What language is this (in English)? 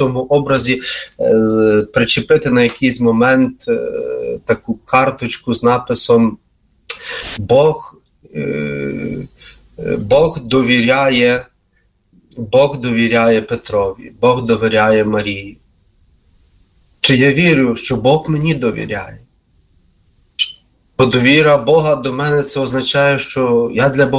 Ukrainian